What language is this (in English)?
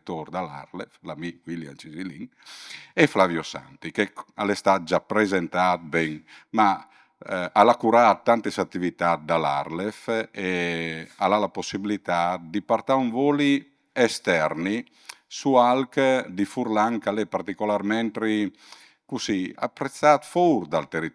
Friulian